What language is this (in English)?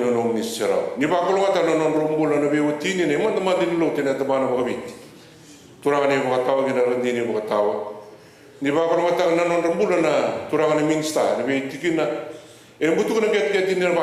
Fijian